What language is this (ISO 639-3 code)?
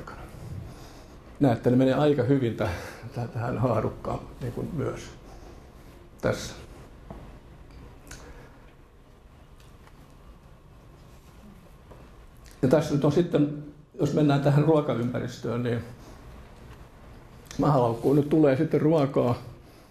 fin